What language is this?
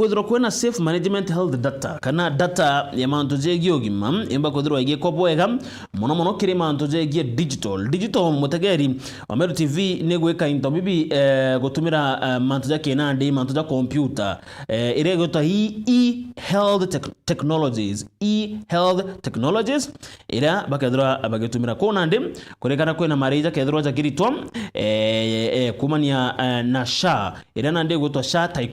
Meru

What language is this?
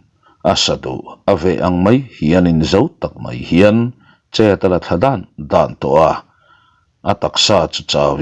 Mizo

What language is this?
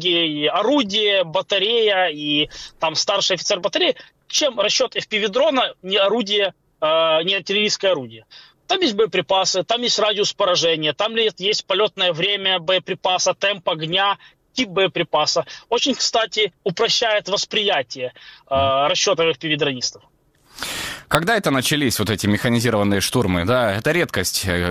Russian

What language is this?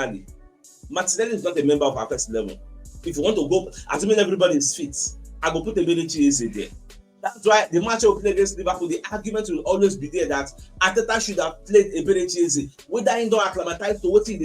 Nigerian Pidgin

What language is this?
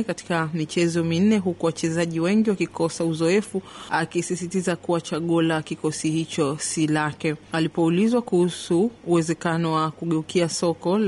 Swahili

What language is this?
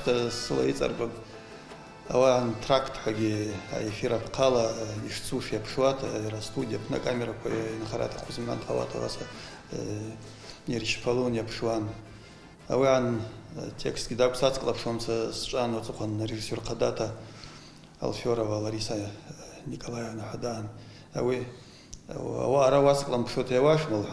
Abkhazian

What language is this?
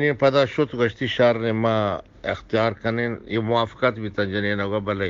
Eastern Balochi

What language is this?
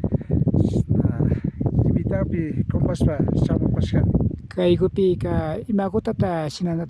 Imbabura Highland Quichua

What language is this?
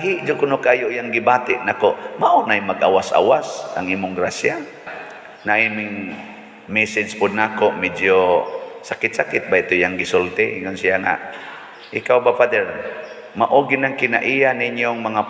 Cebuano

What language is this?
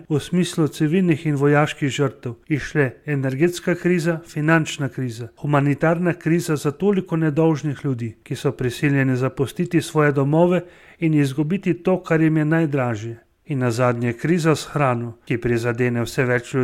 Slovenian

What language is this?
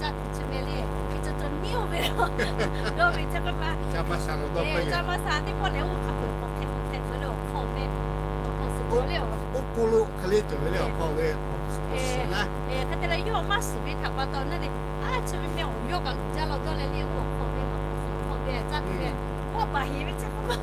Lahu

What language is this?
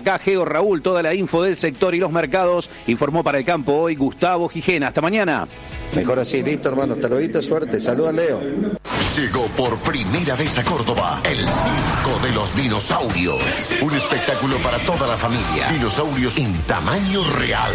Spanish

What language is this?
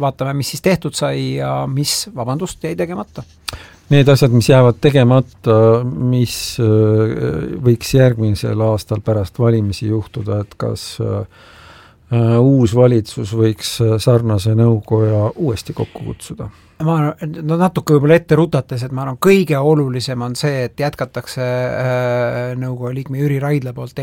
Estonian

